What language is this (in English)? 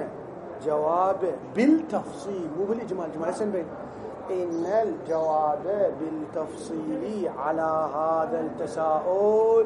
Arabic